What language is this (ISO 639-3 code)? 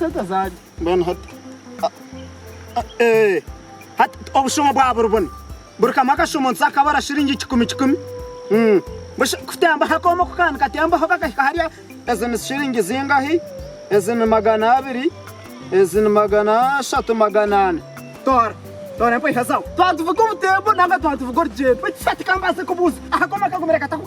nyn